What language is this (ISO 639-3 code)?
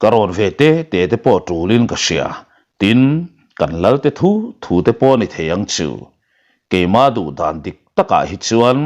lus